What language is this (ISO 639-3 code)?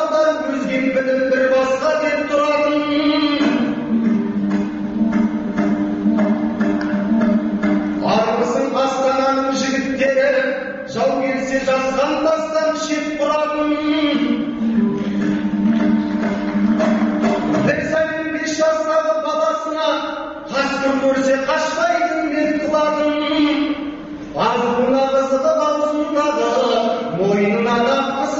kaz